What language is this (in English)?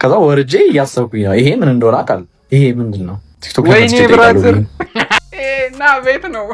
Amharic